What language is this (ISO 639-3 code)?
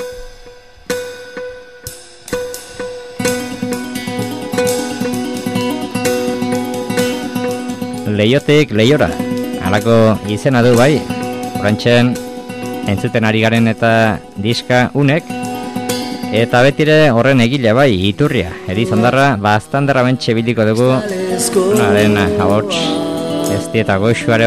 eus